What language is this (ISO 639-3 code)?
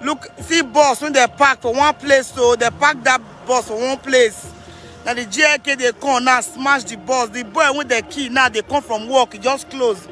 pcm